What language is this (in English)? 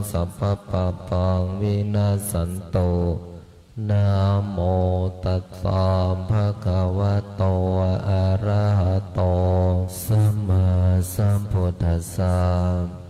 Pali